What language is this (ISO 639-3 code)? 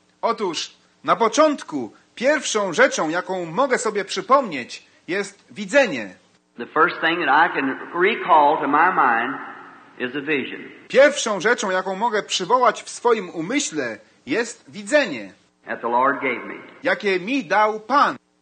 pol